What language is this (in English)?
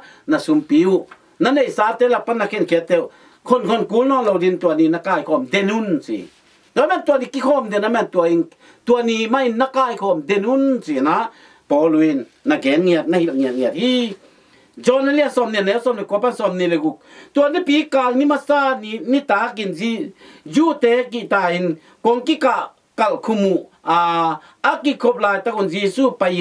Tedim Chin